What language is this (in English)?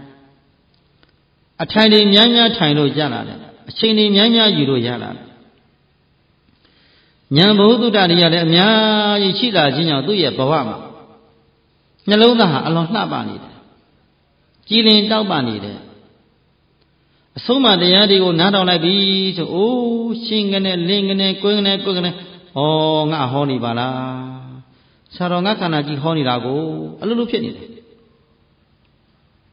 Burmese